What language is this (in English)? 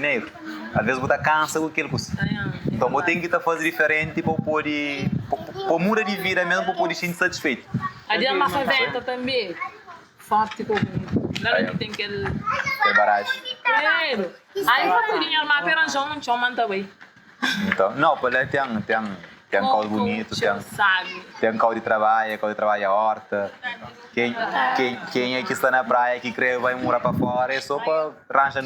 Kabuverdianu